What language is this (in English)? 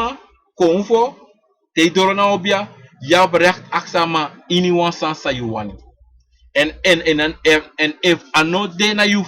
Sranan Tongo